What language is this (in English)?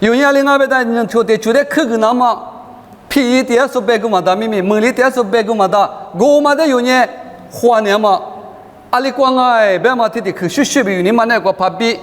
Lisu